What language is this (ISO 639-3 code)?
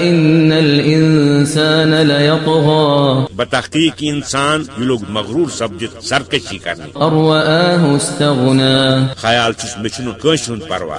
kas